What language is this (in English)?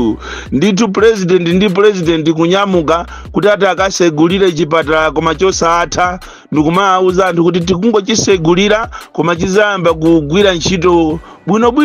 Nyanja